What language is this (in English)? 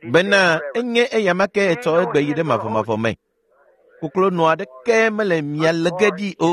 Ewe